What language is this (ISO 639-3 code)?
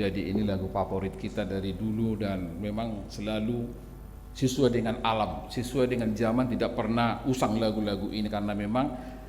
bbc